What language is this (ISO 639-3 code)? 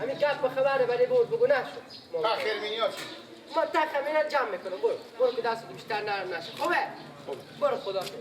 fas